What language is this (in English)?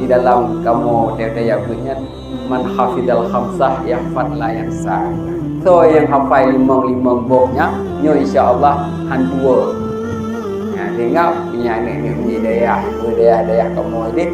Achinese